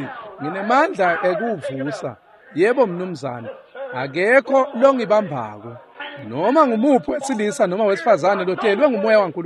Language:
Swati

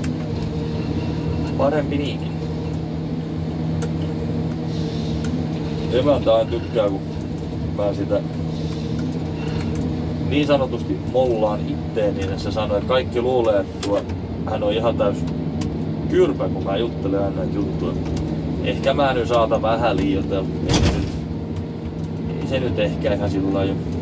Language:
Finnish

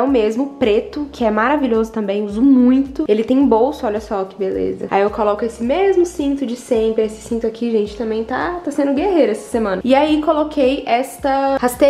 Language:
Portuguese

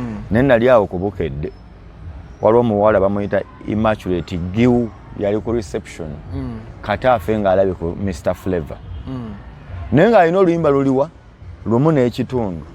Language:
Ganda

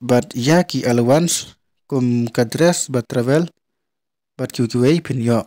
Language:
Khasi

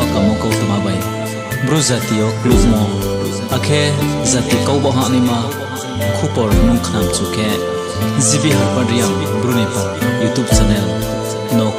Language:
Riang (India)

